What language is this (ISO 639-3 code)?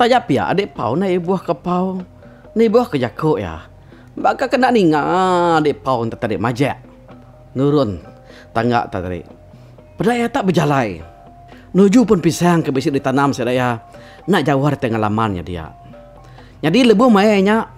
iba